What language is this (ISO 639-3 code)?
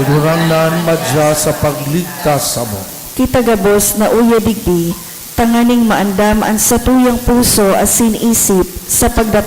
bik